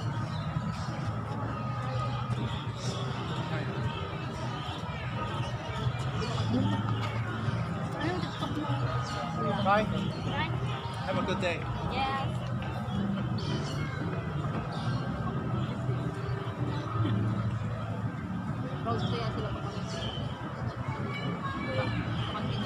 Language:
Filipino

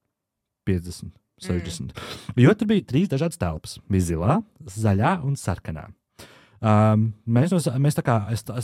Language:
Latvian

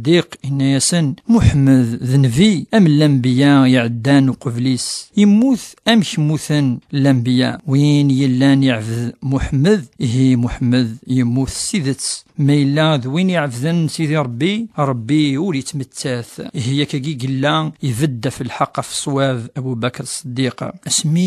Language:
Kabyle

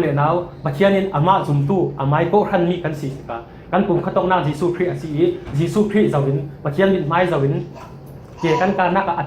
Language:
Falam Chin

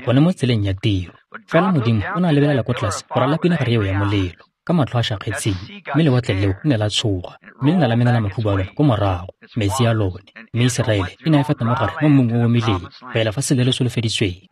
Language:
Tswana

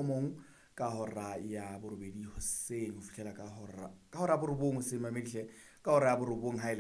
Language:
Southern Sotho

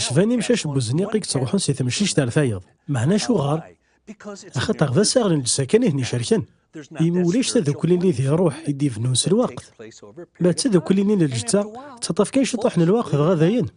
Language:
Kabyle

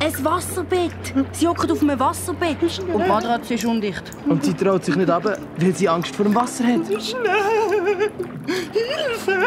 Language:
Swiss German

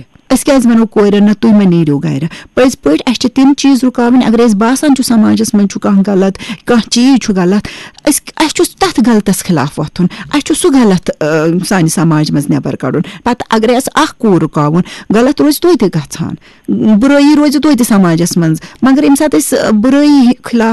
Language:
Kashmiri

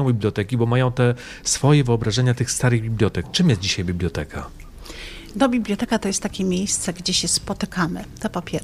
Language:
Polish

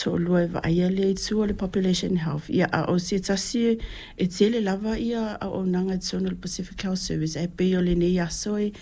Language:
Samoan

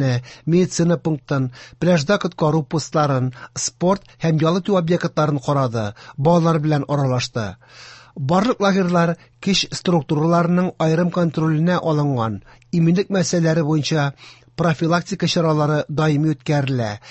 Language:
Tatar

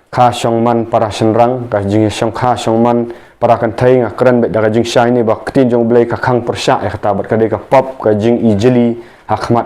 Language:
Khasi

